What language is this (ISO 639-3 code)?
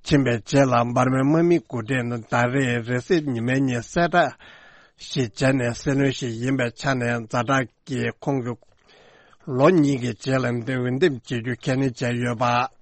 bod